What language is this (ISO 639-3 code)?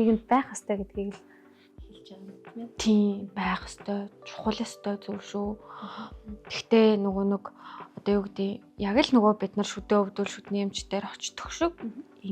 mon